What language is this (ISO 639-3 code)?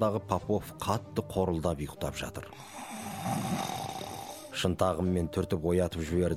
kaz